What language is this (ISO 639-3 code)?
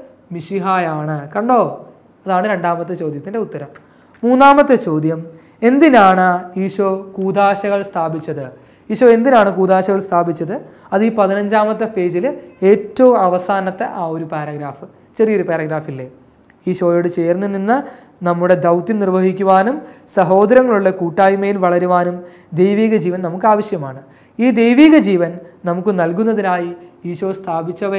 mal